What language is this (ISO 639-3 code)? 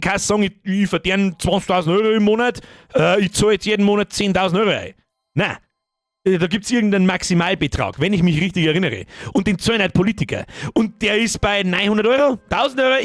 bar